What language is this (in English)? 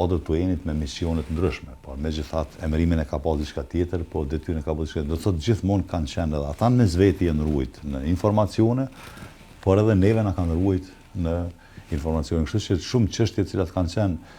Albanian